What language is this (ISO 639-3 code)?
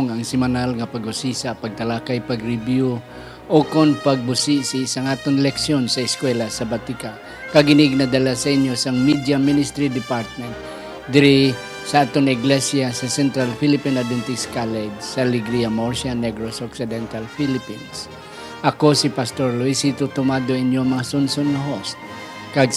hil